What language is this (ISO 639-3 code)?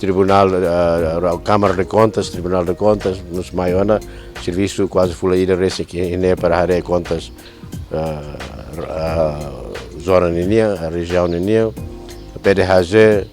tet